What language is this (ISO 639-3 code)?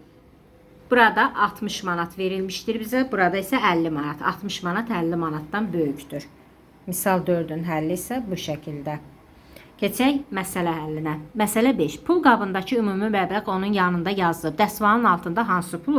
aze